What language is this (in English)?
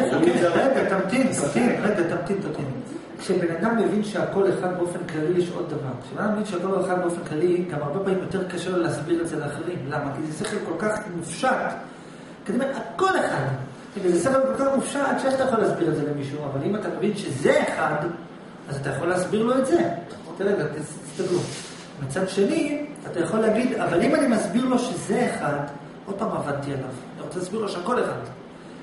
Hebrew